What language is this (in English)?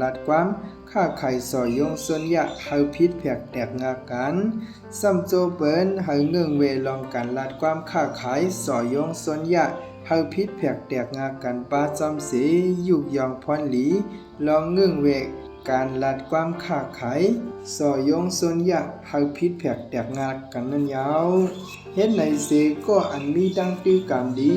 Shan